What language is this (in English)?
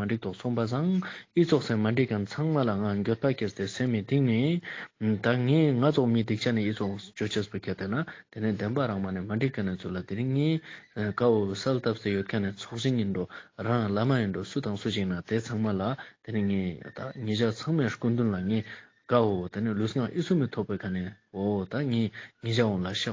Ladakhi